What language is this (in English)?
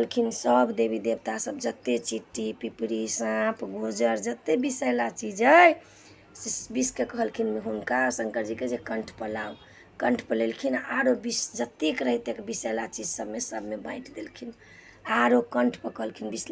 Maithili